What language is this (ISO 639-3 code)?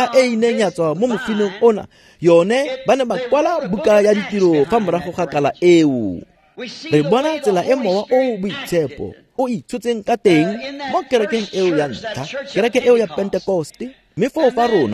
tsn